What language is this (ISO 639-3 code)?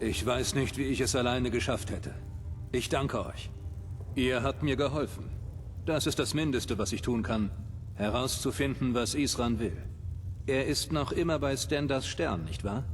bar